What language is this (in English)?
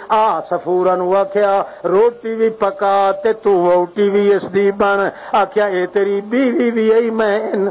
Western Panjabi